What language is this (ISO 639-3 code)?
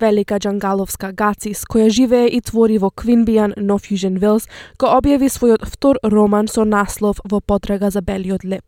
mkd